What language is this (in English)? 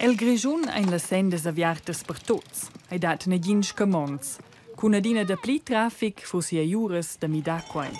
Romansh